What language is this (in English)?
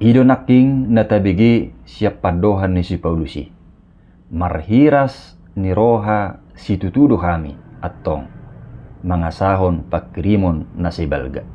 Batak Toba